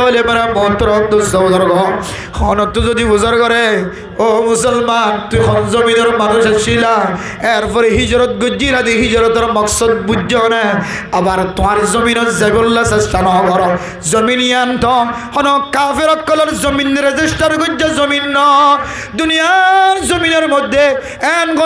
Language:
Rohingya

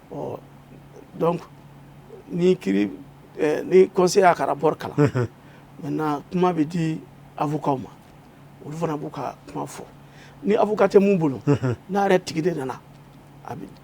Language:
Bambara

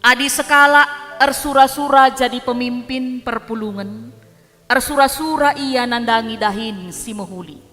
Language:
Batak Karo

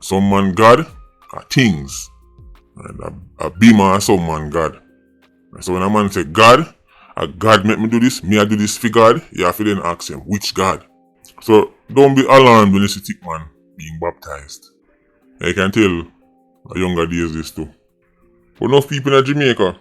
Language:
Jamaican Creole English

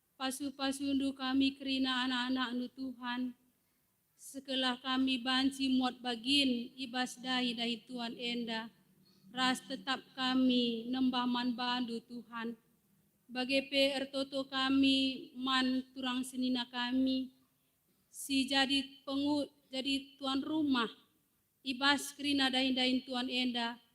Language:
Batak Karo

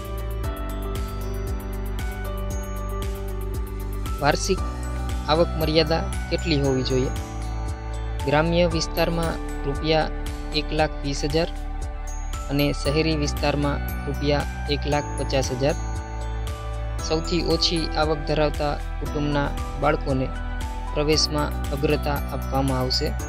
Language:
Gujarati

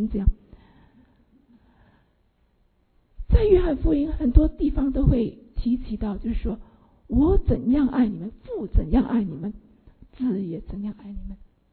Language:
Chinese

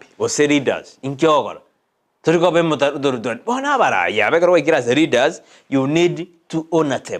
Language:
Gusii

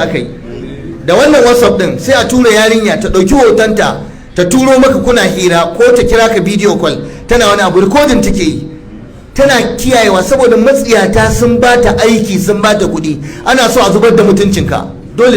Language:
Hausa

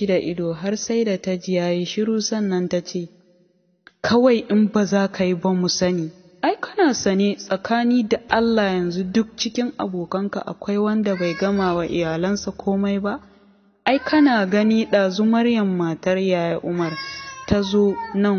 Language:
Hausa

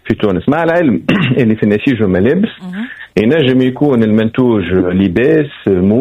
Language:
Tunisian Arabic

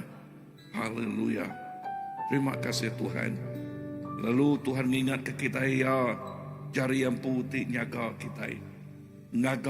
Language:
Iban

